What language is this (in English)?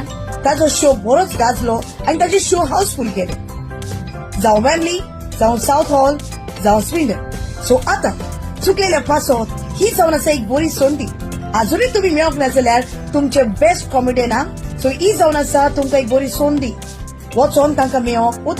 Konkani